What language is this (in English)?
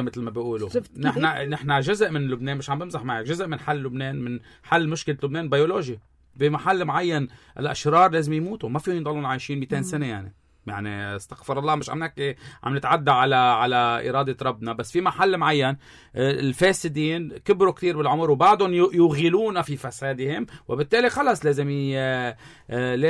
North Levantine Arabic